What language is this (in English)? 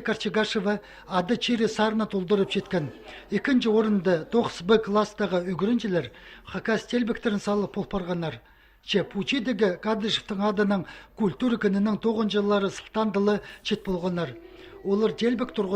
Khakas